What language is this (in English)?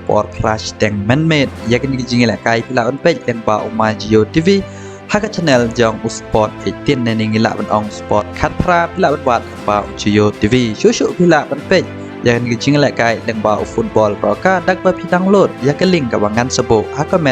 Khasi